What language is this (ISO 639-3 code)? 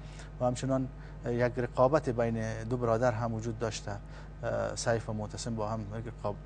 fas